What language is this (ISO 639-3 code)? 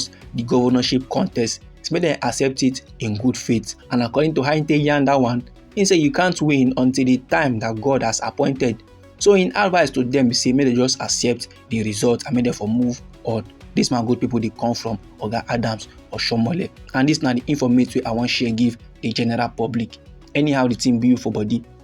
pcm